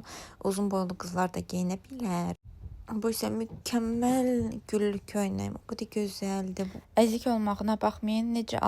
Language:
Azerbaijani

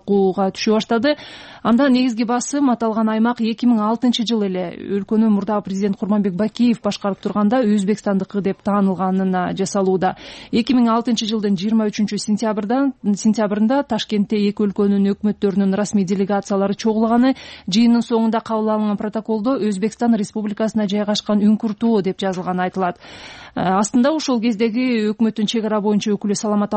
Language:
Kyrgyz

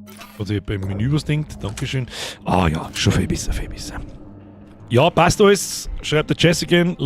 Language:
Bavarian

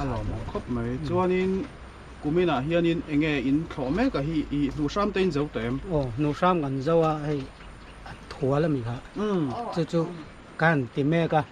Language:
Mizo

